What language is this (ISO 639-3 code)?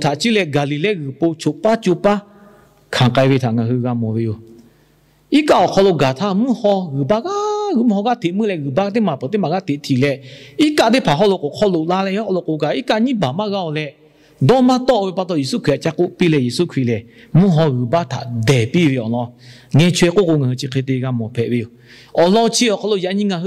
lhu